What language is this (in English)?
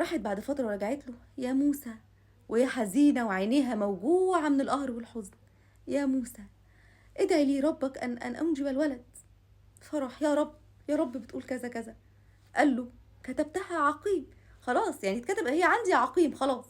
Egyptian Arabic